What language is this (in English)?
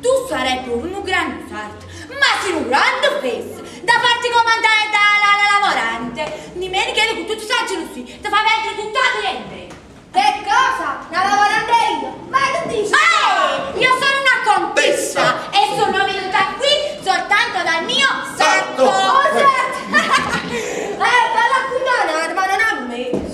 Neapolitan